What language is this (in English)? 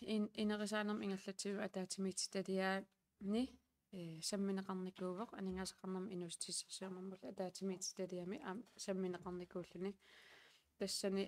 Kalaallisut